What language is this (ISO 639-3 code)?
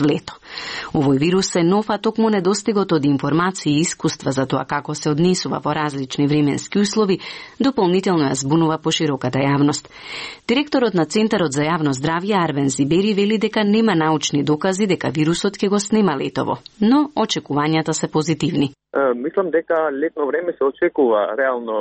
mkd